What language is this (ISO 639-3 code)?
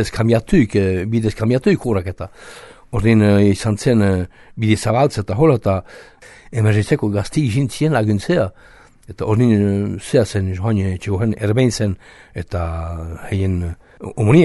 eus